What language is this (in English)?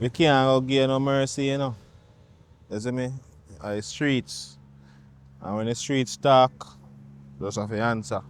Jamaican Creole English